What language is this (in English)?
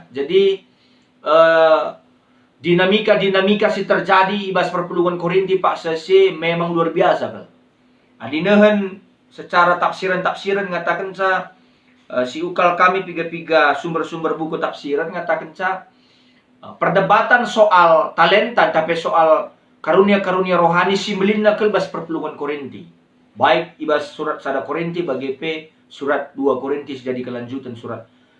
Batak Karo